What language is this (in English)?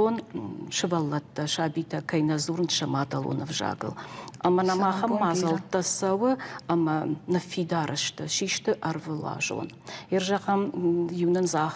Ossetic